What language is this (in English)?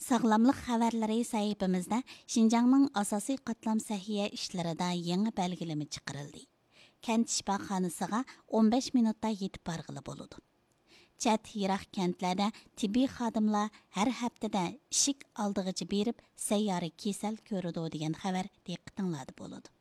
Uyghur